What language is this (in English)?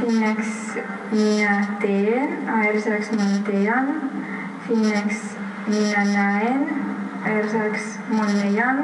Erzya